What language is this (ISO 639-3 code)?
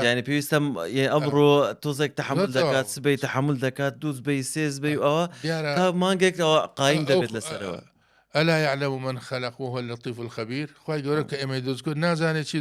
ckb